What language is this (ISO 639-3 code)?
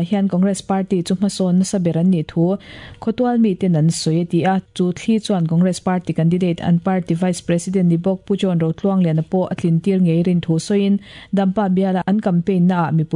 lus